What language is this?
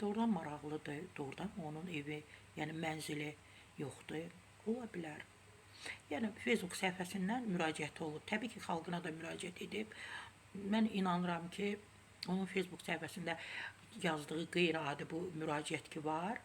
Azerbaijani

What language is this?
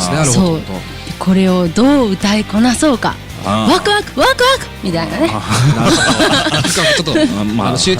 Japanese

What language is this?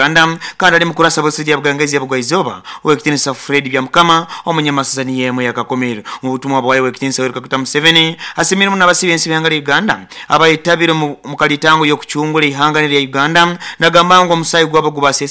Nyoro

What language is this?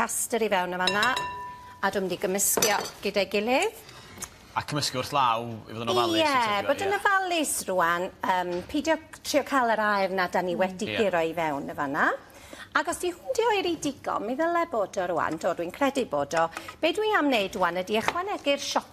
Welsh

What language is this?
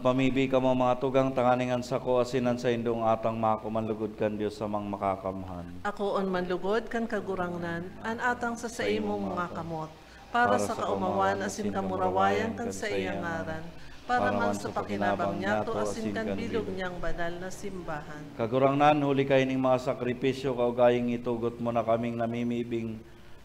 Bikol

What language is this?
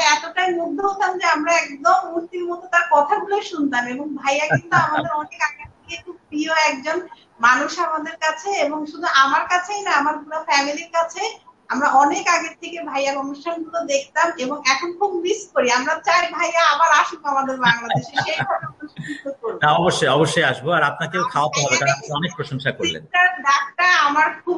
Bangla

